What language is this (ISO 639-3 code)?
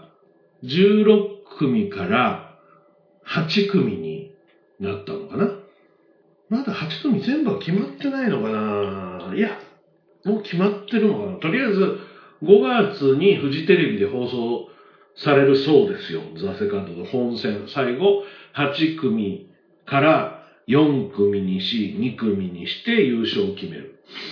jpn